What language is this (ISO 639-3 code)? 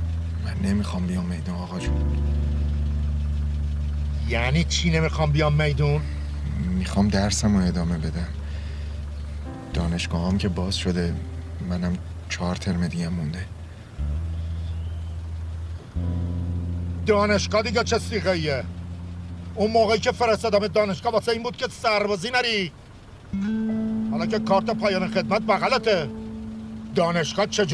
fas